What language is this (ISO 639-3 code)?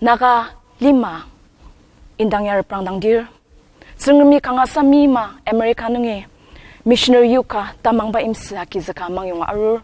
njo